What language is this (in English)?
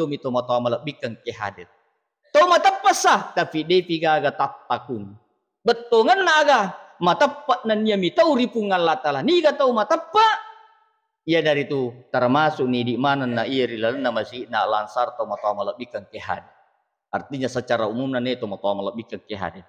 Buginese